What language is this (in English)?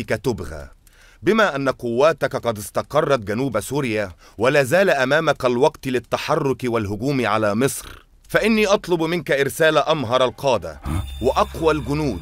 Egyptian Arabic